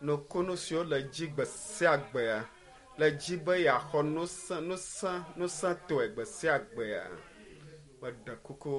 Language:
Ewe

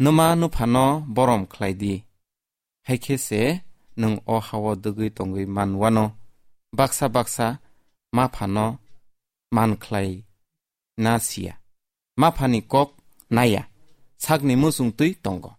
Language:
Kok Borok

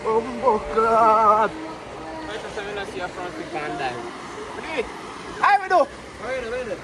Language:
Jamaican Creole English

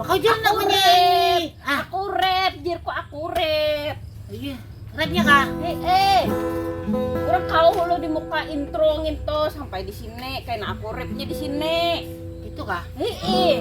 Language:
Banjar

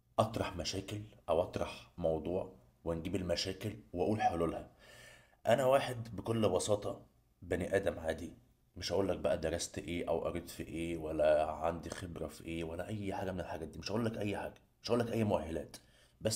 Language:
Egyptian Arabic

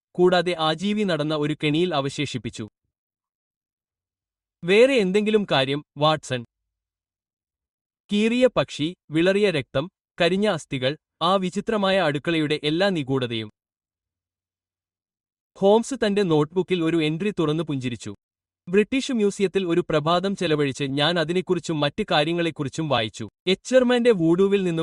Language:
Malayalam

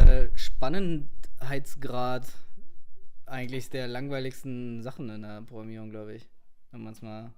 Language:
Swiss German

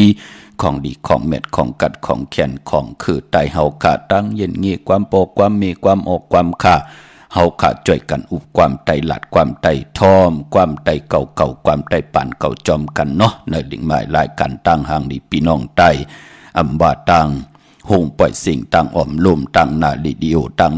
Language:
Shan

